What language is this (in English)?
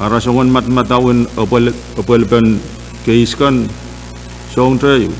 Pohnpeian